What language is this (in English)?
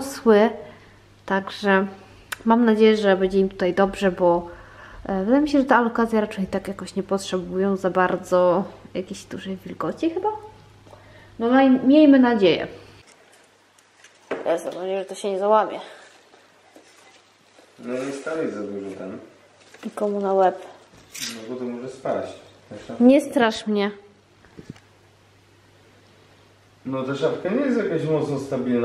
Polish